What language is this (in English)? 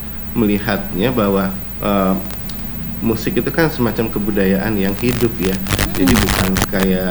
Indonesian